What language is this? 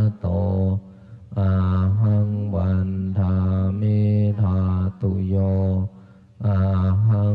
Pali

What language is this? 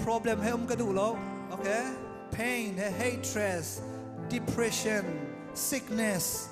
Hakha Chin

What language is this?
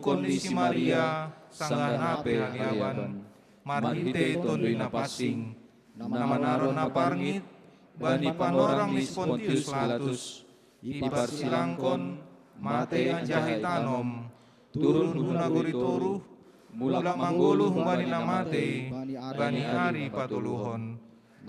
Batak Simalungun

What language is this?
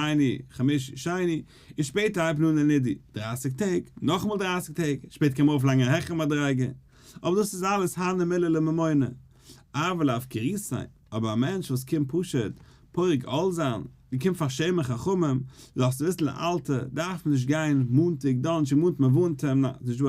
Yiddish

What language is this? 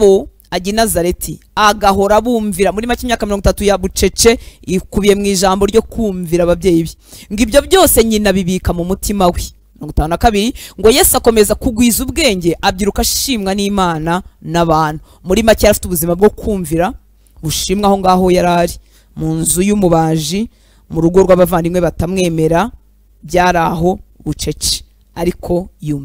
Kinyarwanda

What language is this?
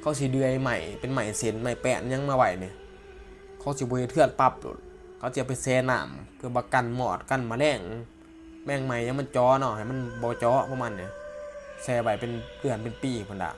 Northeastern Thai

